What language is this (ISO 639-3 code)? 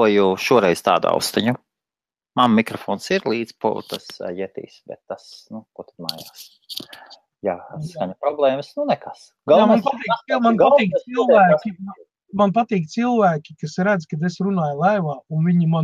lav